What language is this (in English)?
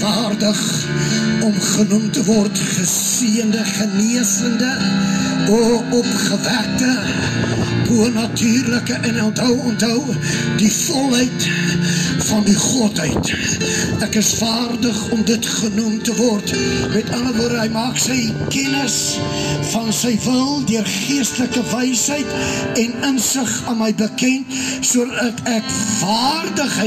Afrikaans